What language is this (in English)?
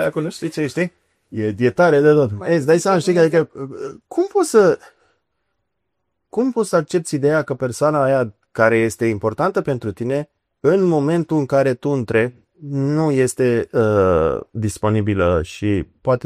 Romanian